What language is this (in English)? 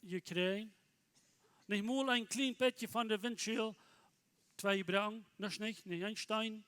Plautdietsch